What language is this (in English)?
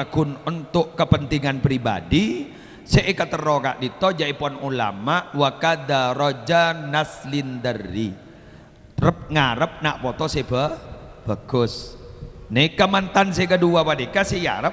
Madurese